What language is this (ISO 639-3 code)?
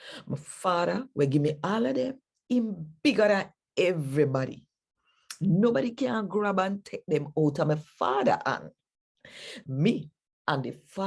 jam